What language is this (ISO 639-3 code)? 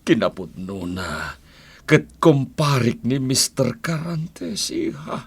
ilo